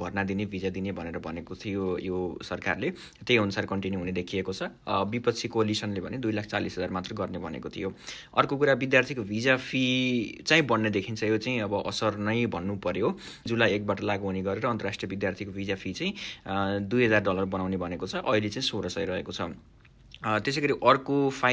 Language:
Nepali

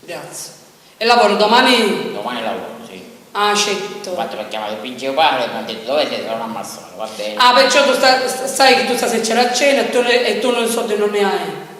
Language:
Sicilian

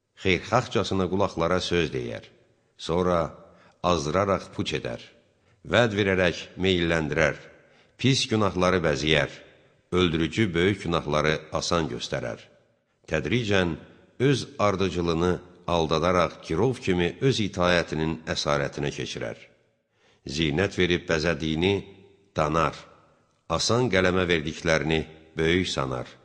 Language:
Azerbaijani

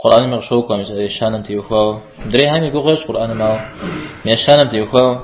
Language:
Kabardian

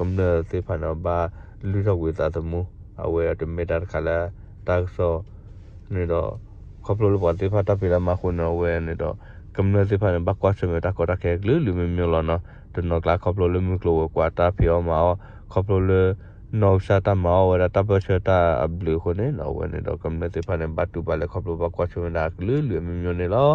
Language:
S'gaw Karen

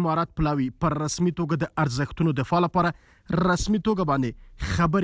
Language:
Pashto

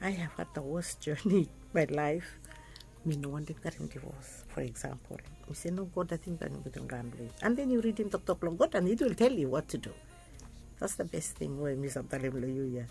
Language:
Bislama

